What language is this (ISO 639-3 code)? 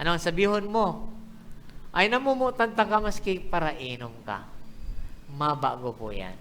bik